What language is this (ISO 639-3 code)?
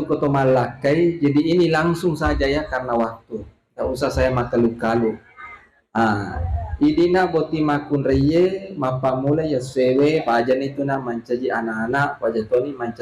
bug